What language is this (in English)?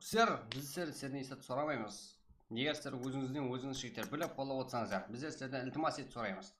Kara-Kalpak